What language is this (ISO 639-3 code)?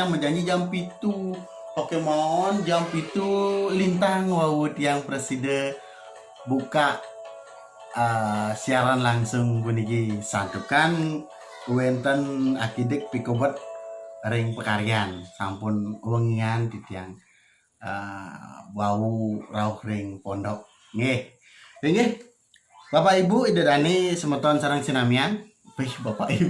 ban